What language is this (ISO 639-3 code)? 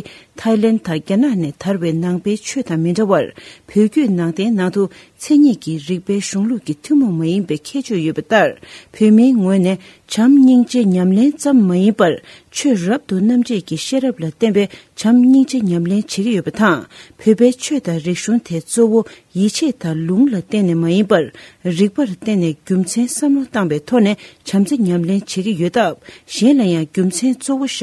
bod